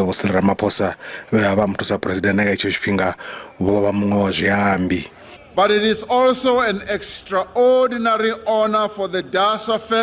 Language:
Venda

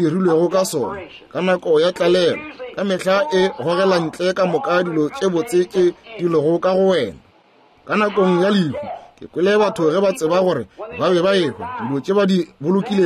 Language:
Northern Sotho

